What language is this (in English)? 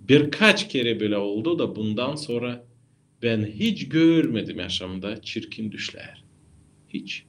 Gagauz